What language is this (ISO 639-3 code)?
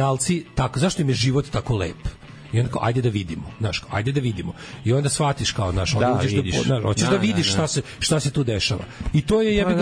srp